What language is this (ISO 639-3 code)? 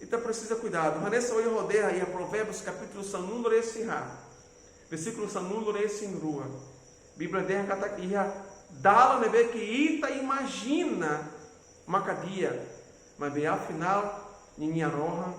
tet